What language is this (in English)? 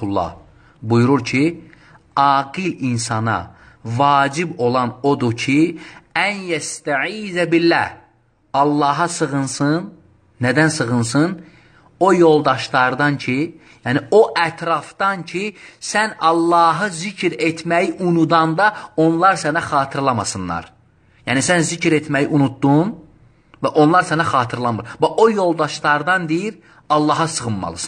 Azerbaijani